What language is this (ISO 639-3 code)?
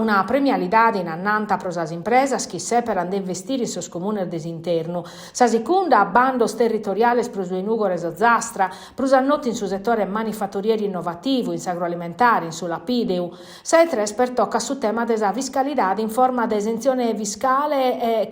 srd